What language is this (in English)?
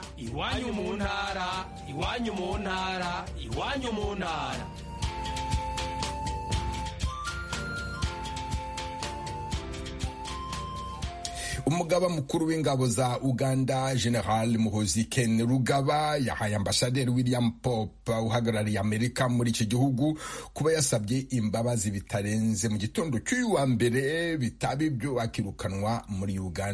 Kinyarwanda